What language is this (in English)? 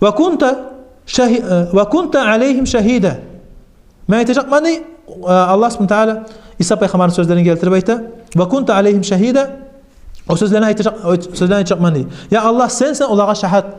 Kumyk